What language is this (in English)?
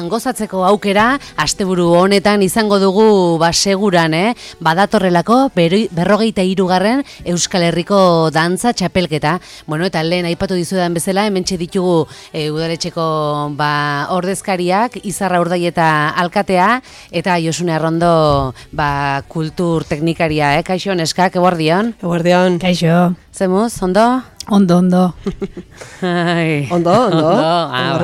Basque